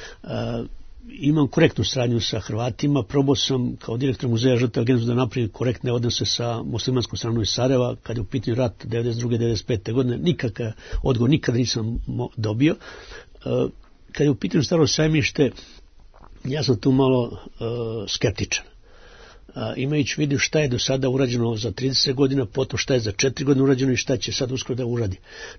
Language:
Serbian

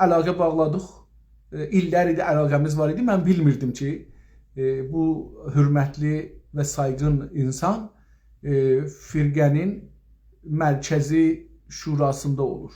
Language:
South Azerbaijani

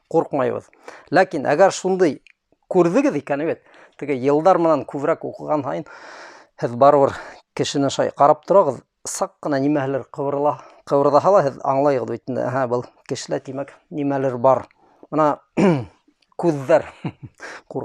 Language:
Bashkir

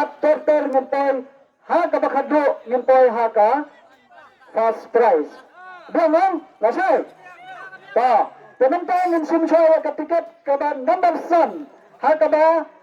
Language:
Khasi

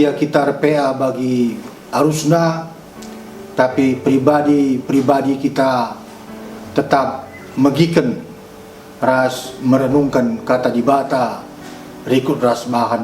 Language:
Batak Karo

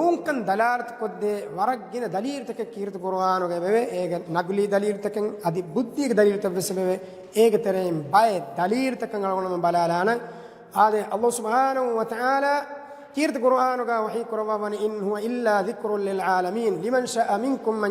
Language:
Divehi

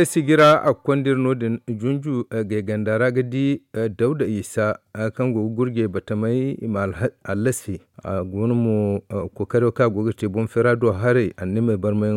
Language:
Zarma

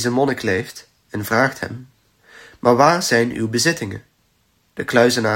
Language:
Dutch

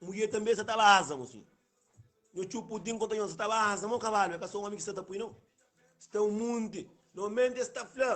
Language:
Kabuverdianu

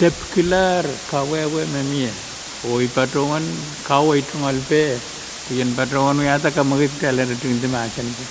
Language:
Pohnpeian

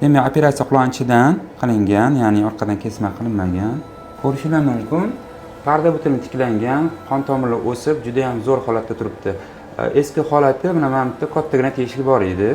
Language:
Uzbek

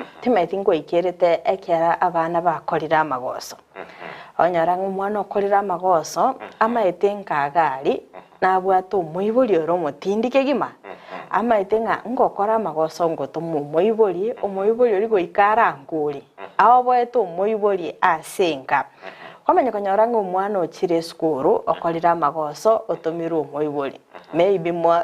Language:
Gusii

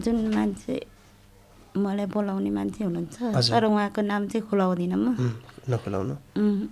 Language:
Nepali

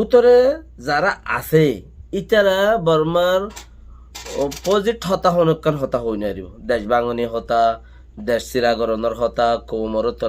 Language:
Rohingya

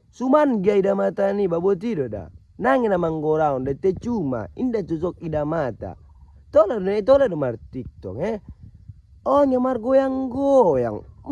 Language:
Batak Mandailing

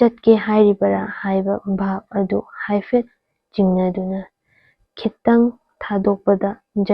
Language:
Manipuri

